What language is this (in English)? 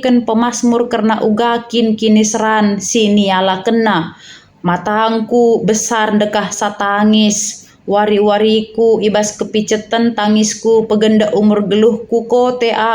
Batak Karo